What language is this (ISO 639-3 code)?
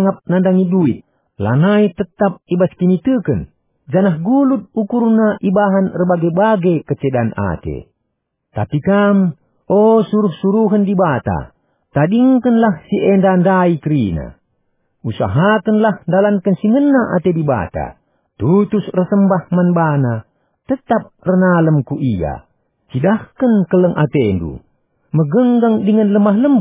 btx